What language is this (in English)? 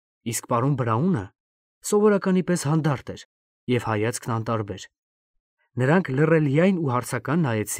Armenian